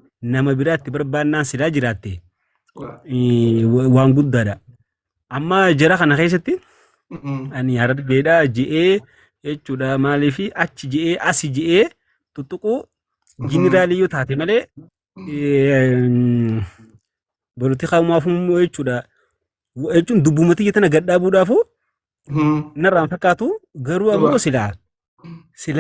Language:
Oromo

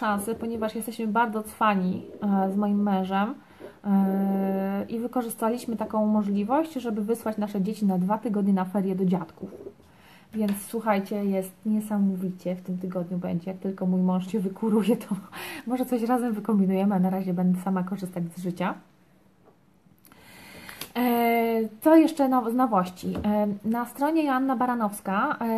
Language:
Polish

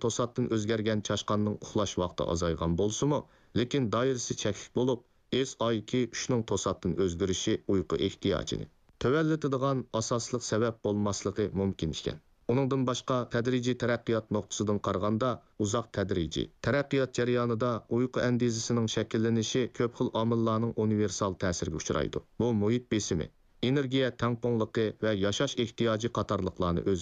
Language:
Uyghur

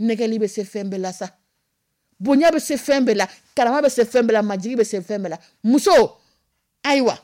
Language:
Dyula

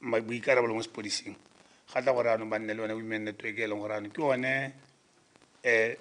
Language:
Tswana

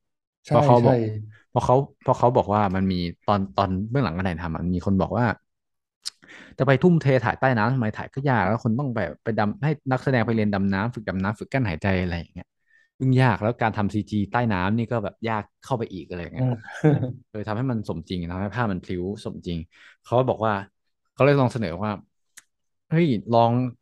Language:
Thai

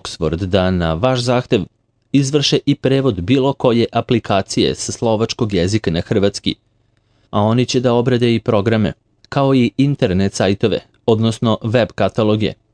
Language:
Serbian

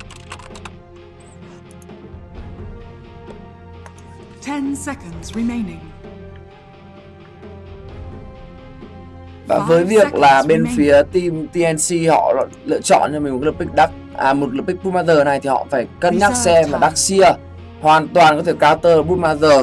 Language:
Vietnamese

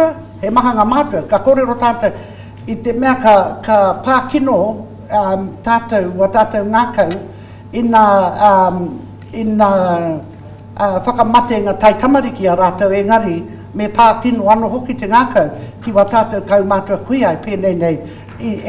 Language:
Māori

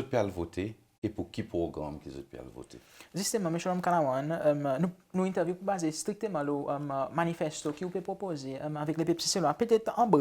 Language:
Seselwa Creole French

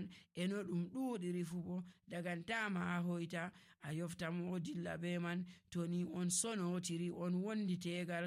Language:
Nigerian Fulfulde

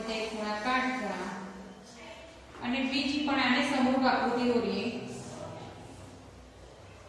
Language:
Gujarati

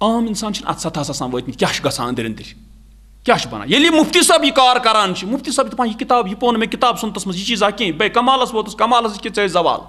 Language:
Kashmiri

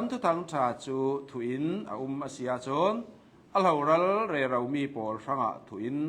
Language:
Hakha Chin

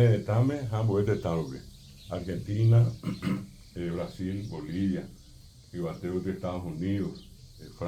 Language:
Guarani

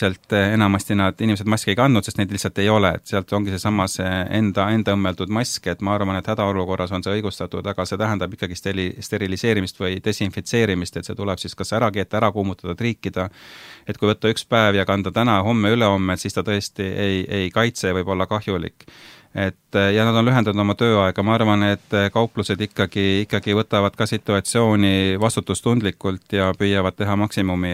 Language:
Estonian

